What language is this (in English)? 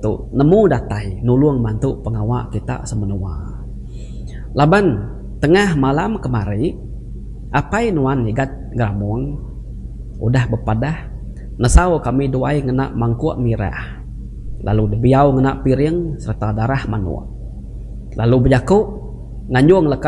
Iban